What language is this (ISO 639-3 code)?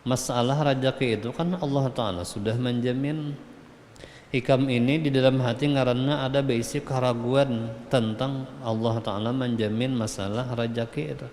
bjn